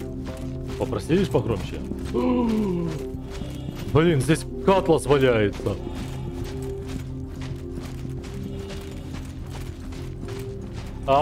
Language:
Russian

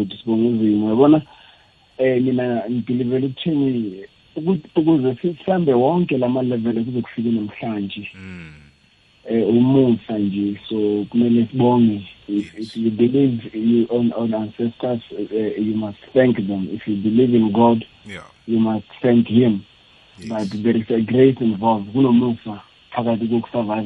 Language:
South Ndebele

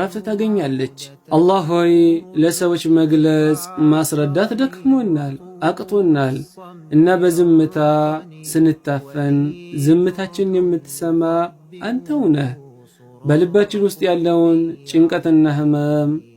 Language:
Amharic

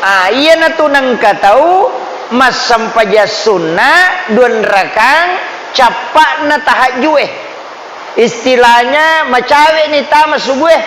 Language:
Buginese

